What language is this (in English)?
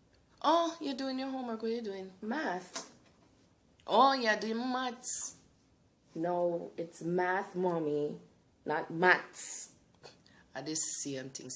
Jamaican Creole English